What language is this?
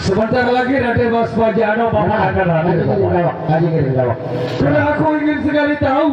Sasak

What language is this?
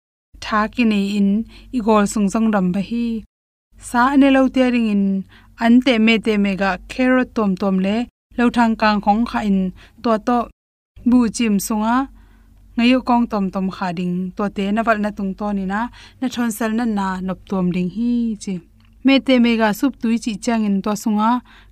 Tedim Chin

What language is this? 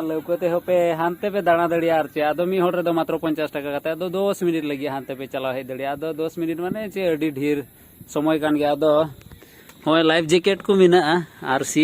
Santali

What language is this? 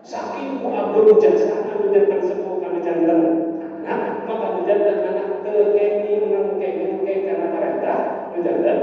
Sundanese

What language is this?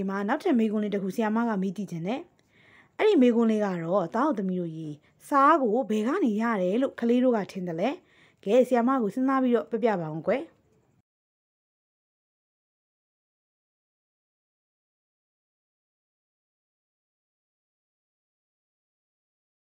Burmese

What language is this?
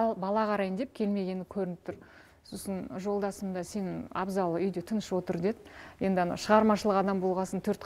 Kazakh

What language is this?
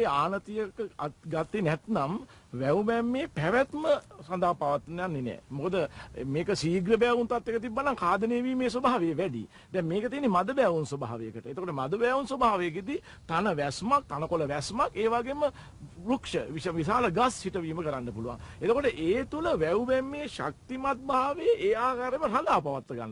Sinhala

